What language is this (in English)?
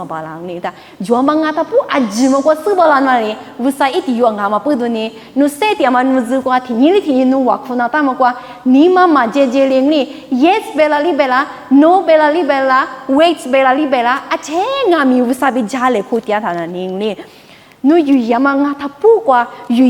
Lisu